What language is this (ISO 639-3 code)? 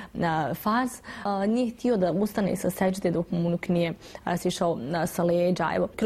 bos